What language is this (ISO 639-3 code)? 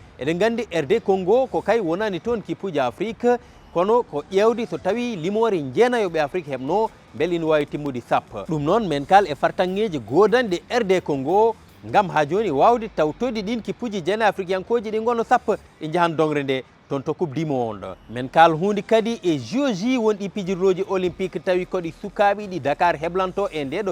ful